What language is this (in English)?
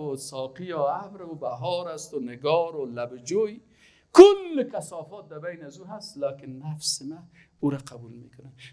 Persian